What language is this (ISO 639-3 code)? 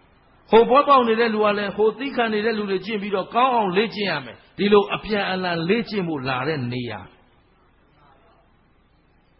mya